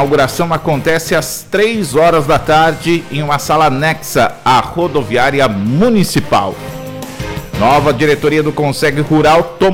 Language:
Portuguese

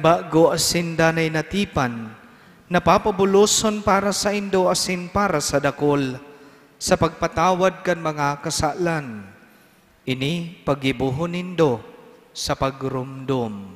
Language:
Bikol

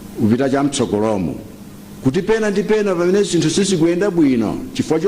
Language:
Nyanja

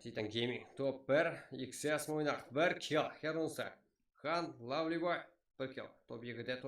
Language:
Kara-Kalpak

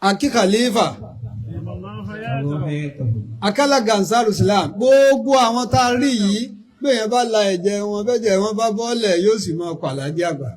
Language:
Yoruba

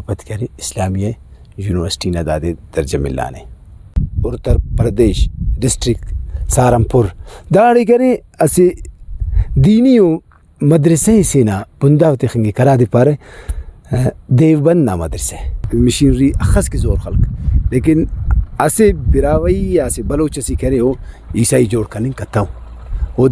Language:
Brahui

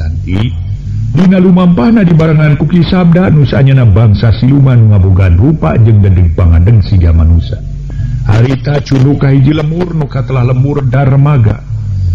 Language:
Sundanese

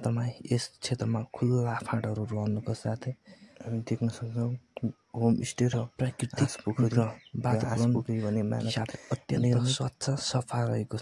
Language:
Nepali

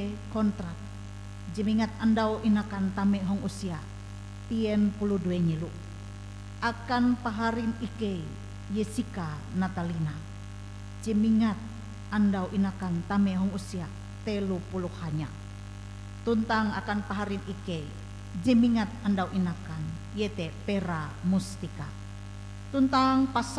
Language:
Ngaju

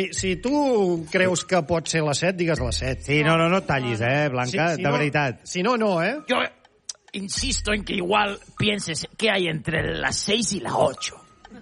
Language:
Catalan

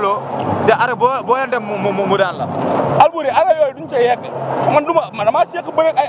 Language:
Wolof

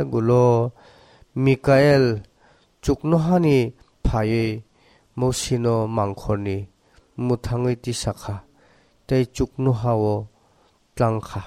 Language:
Kok Borok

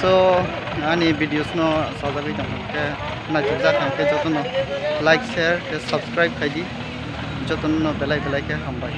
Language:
Kok Borok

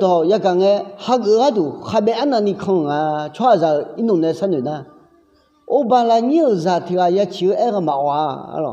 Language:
Akha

